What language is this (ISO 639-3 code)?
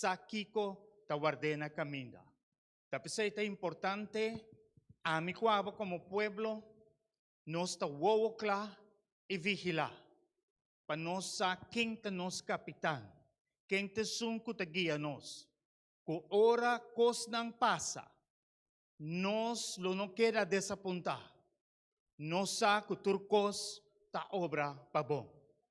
pap